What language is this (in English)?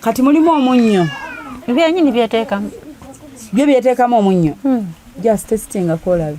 Ganda